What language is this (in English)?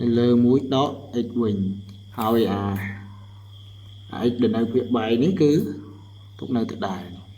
Khmer